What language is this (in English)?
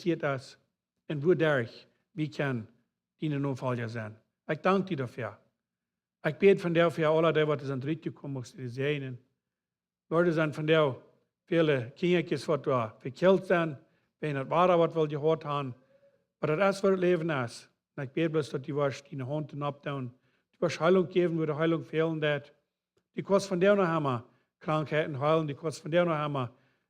Plautdietsch